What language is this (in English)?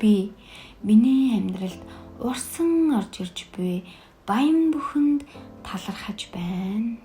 Mongolian